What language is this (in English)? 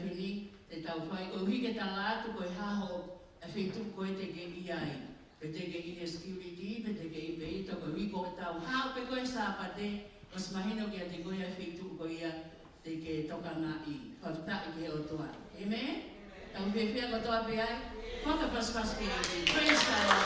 Tongan